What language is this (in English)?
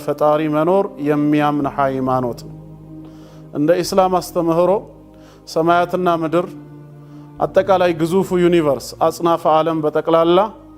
Amharic